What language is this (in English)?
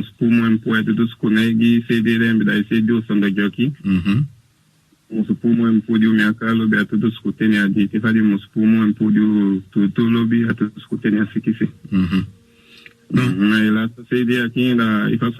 Saramaccan